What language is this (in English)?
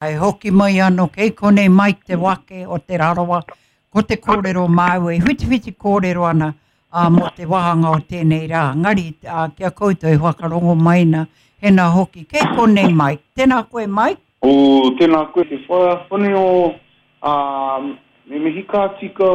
Māori